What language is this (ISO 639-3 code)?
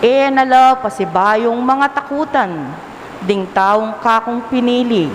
pam